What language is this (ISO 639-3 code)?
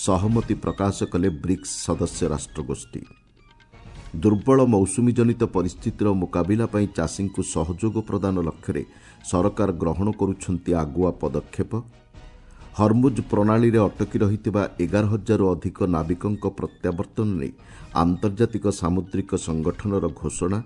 ori